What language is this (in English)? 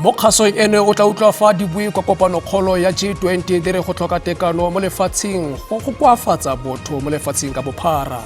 Tswana